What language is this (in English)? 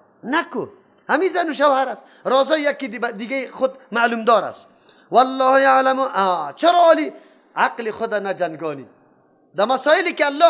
Persian